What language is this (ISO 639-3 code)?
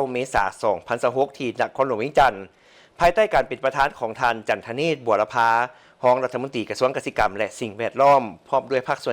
lao